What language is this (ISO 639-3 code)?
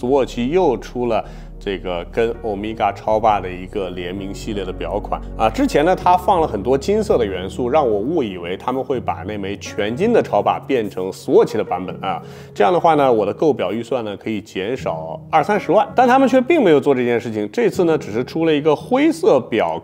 zho